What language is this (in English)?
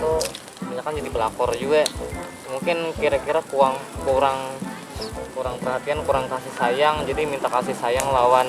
Banjar